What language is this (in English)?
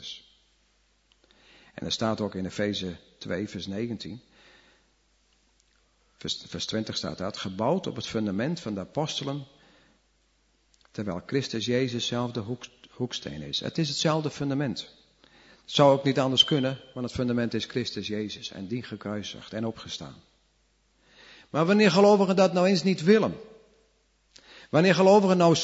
Dutch